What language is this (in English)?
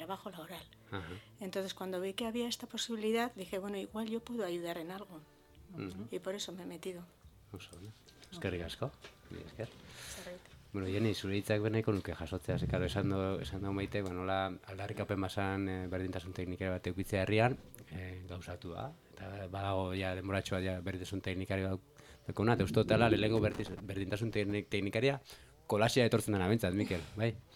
Basque